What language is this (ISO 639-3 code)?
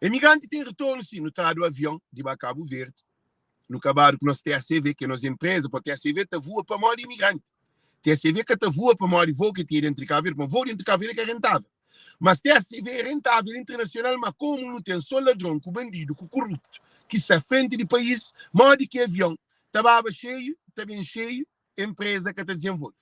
kea